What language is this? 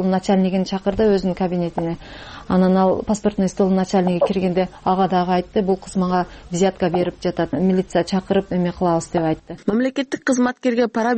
Kyrgyz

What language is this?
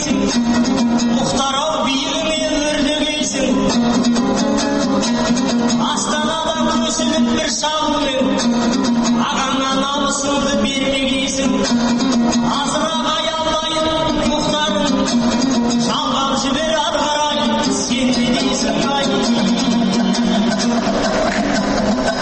Kazakh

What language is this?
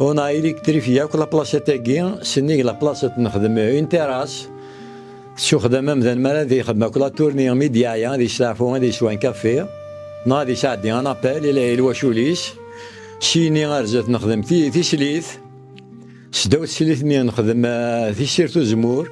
Kabyle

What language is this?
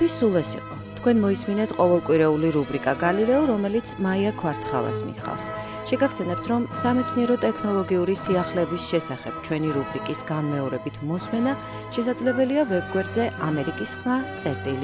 Georgian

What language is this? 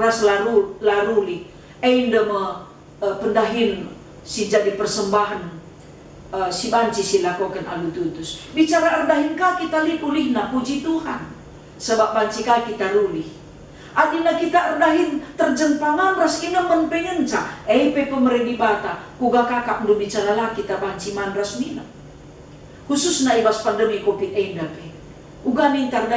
Batak Karo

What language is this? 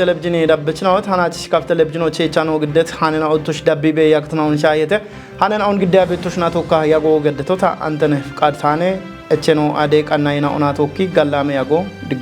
Kafa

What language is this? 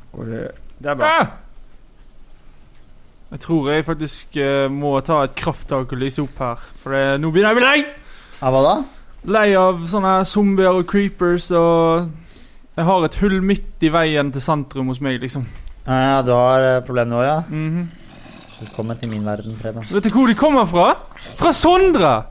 Norwegian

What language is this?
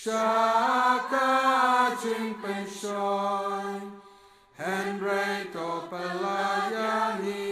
Khasi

